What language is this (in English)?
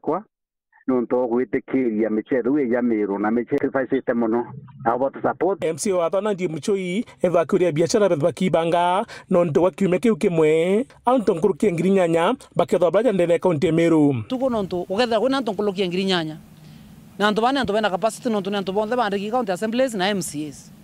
Meru